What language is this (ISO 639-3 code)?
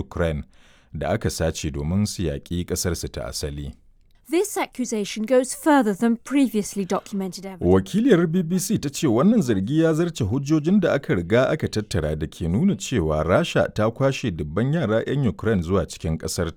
hau